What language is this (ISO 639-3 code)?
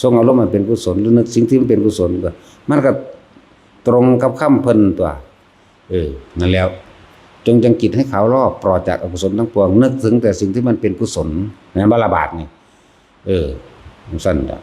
tts